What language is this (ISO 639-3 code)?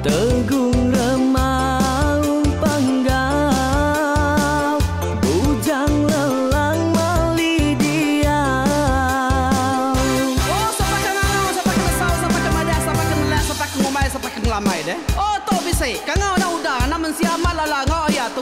iba